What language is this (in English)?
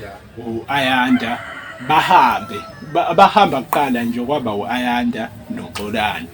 Zulu